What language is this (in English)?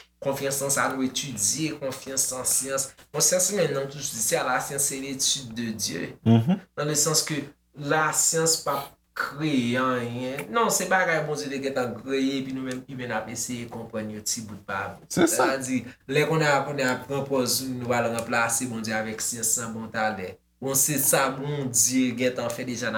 Haitian Creole